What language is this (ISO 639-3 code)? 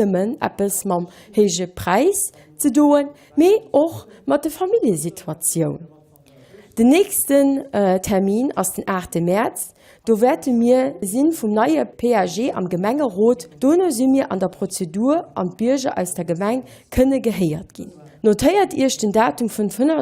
ltz